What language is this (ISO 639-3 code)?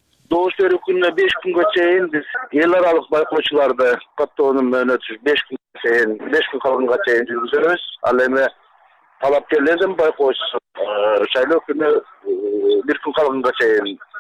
kir